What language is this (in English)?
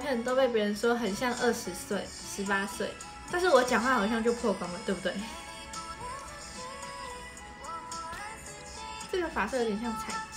Chinese